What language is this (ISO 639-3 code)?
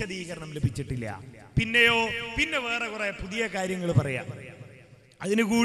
mal